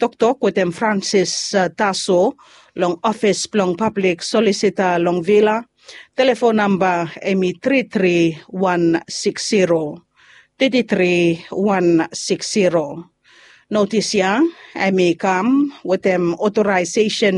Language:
Bislama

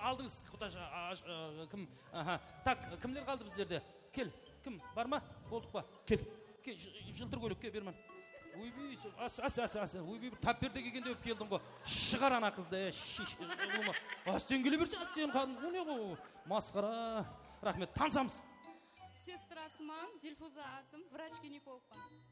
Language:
Kara-Kalpak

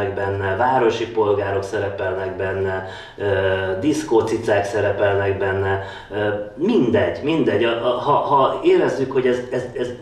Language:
Hungarian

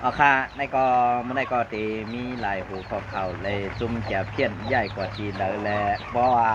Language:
Shan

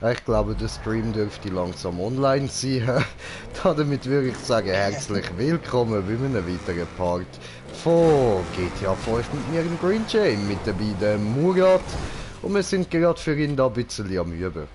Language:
Swiss German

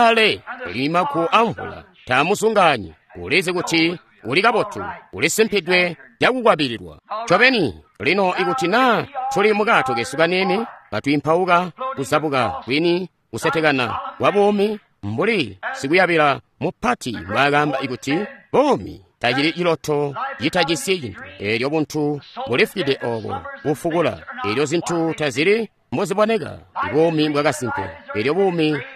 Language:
Tonga (Zambia)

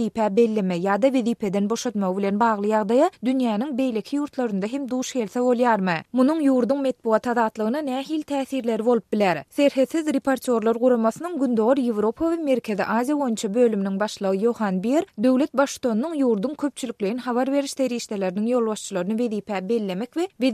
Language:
Turkmen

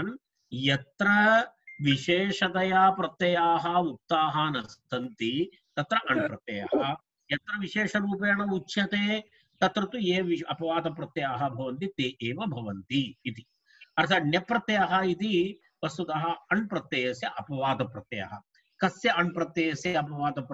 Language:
Sanskrit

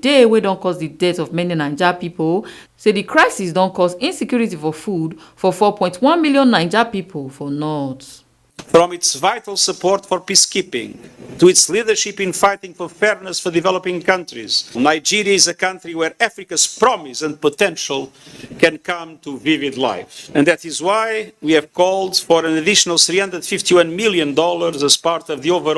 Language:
Nigerian Pidgin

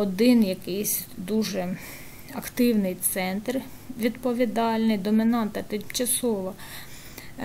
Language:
Ukrainian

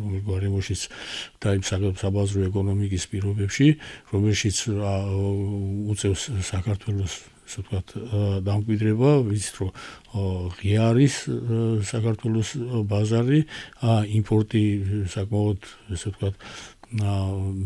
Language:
Georgian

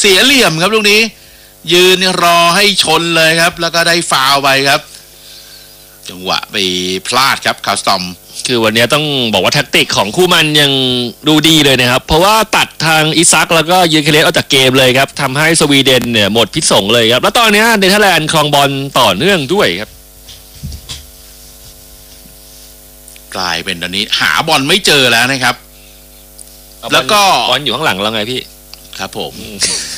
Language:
Thai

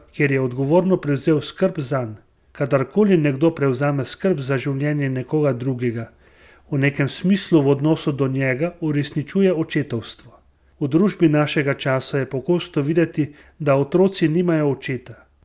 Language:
Slovenian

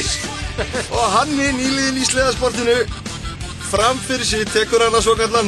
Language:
Icelandic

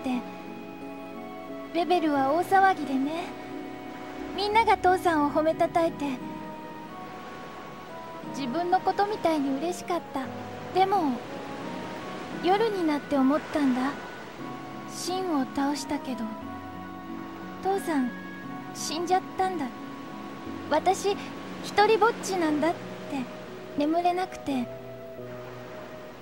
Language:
Japanese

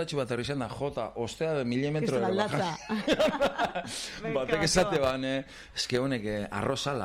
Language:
Basque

